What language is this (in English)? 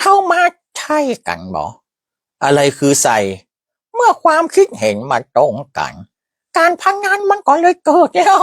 Northern Thai